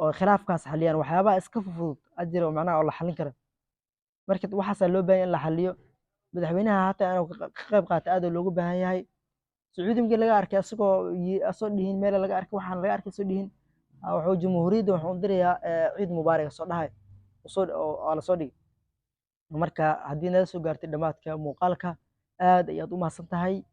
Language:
Somali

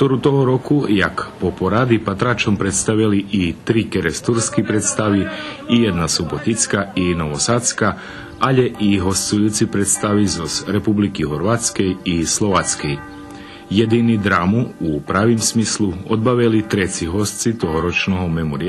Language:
Rusyn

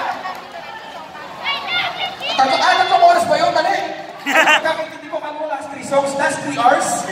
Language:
Filipino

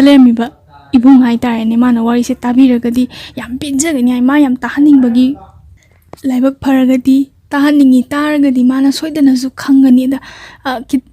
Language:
Manipuri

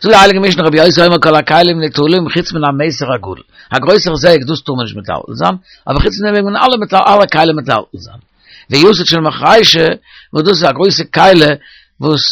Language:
Yiddish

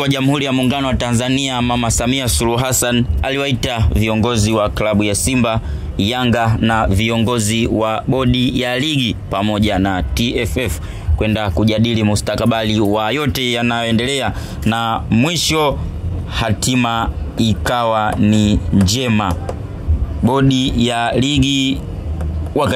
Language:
Swahili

